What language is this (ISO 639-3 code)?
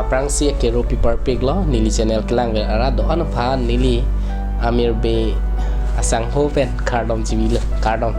mjw